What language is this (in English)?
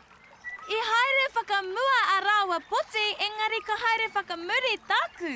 Māori